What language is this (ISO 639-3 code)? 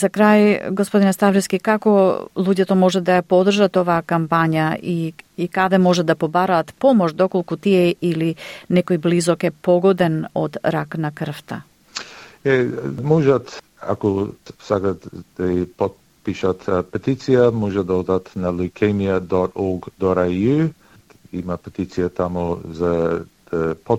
mkd